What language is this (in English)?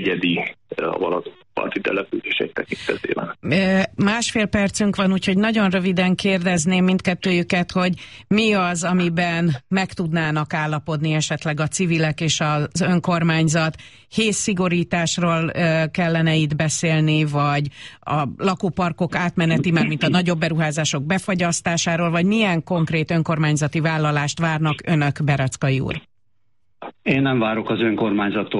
Hungarian